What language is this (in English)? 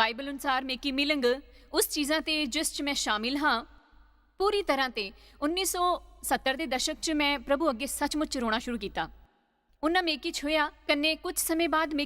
Dogri